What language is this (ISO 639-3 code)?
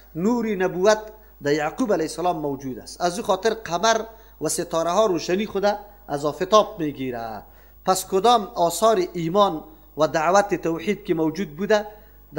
fas